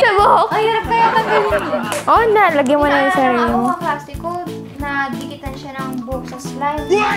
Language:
Filipino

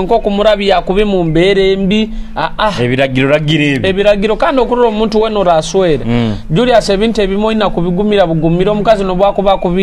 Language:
Nyoro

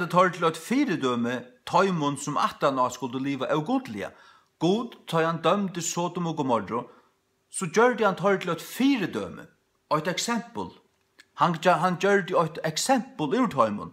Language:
Faroese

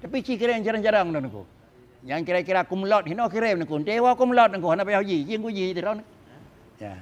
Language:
Achinese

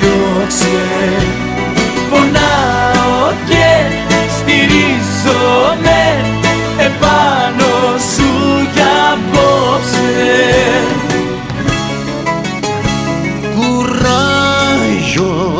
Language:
Greek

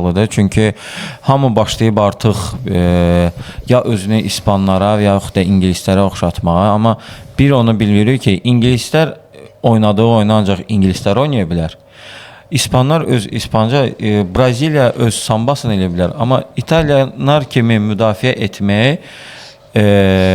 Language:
Azerbaijani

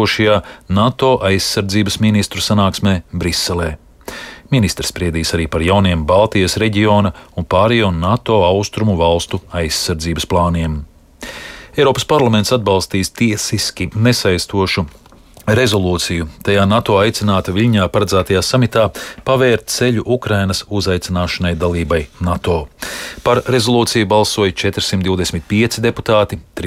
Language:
Latvian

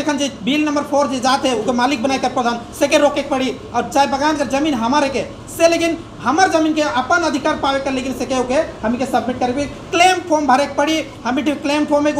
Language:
Sadri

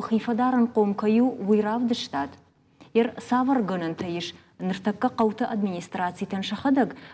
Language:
Ossetic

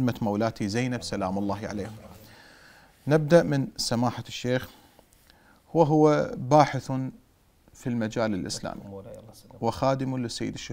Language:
Arabic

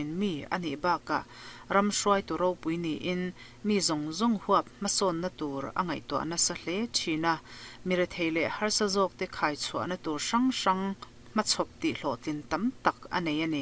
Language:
Mizo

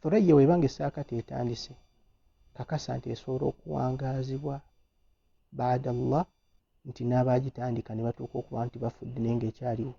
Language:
Ganda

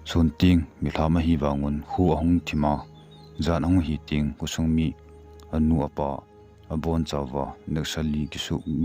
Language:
Thado Chin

